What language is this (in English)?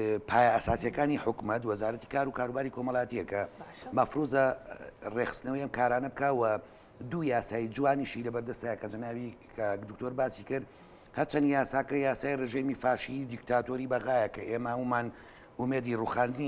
Central Kurdish